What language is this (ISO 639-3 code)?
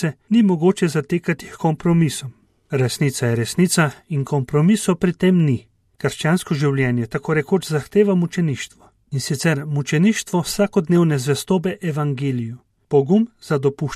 slv